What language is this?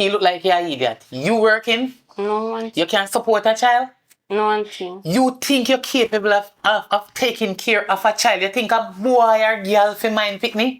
Jamaican Creole English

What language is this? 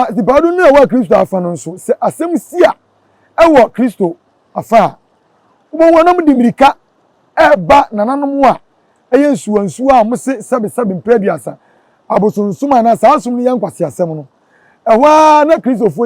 Akan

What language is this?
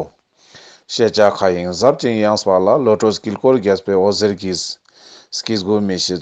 Ladakhi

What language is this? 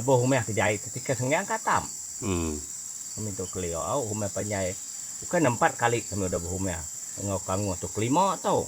Iban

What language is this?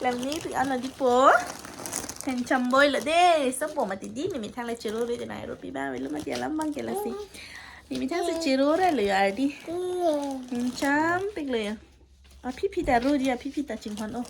Karbi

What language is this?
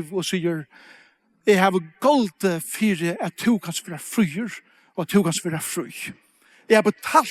Faroese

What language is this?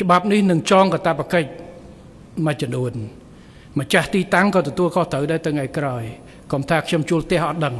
Khmer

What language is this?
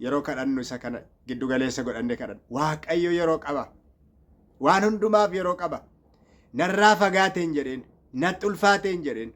Oromo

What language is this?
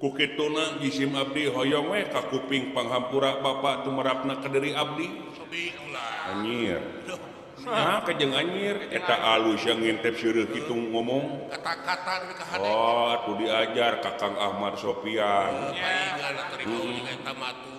Sundanese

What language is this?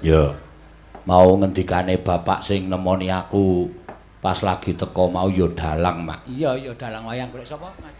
Javanese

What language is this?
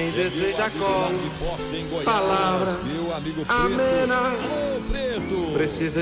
Portuguese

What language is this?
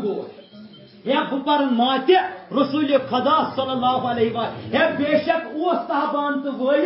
Kashmiri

